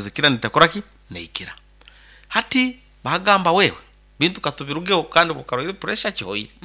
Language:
Nyoro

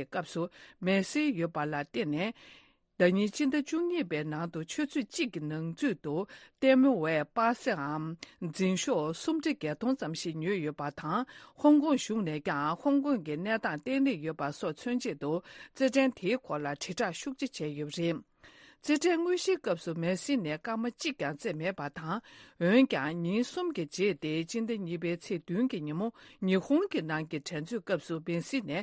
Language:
Tibetan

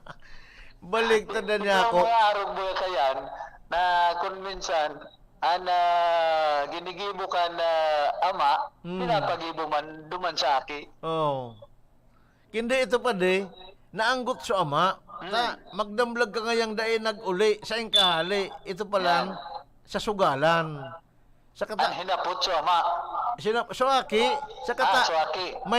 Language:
Bikol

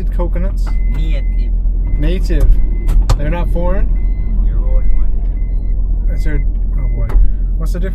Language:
Jamaican Creole English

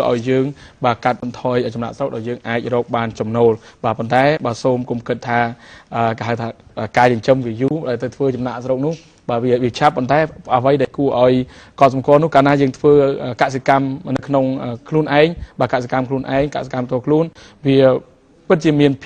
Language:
Khmer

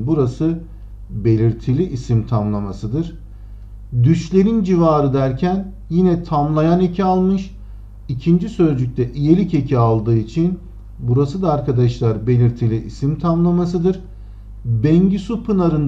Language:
Turkish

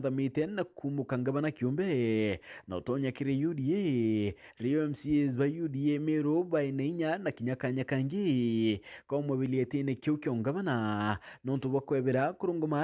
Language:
Meru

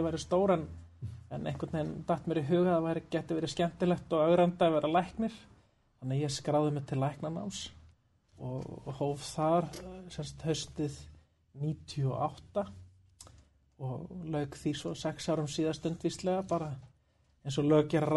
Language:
Icelandic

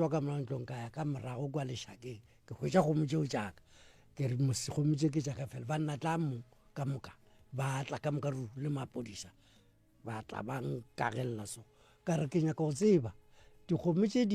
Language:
Northern Sotho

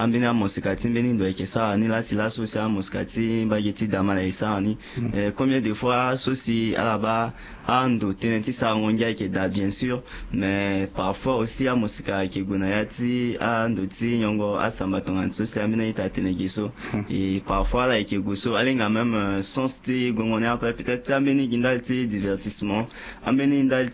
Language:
Sango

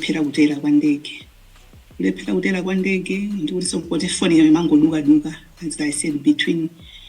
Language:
Nyanja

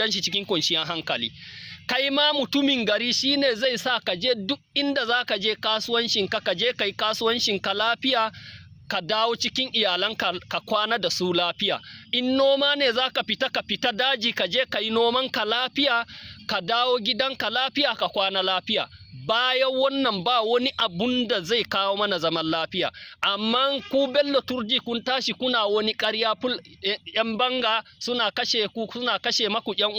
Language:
Hausa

